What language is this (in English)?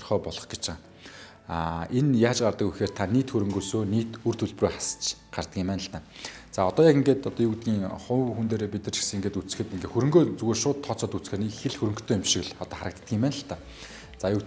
Mongolian